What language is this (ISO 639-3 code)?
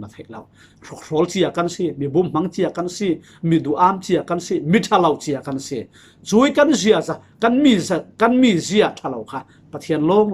cfm